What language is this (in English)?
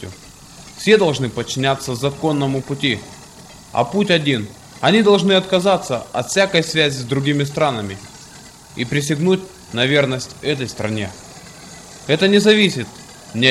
Russian